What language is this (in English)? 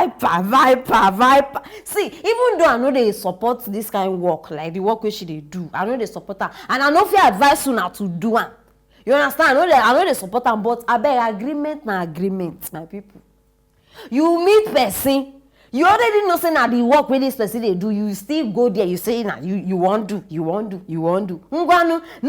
Nigerian Pidgin